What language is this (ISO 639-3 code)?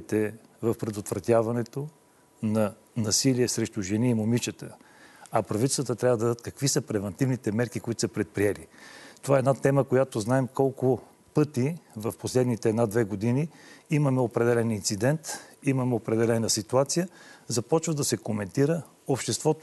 bul